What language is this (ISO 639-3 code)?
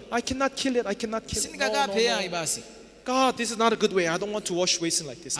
nya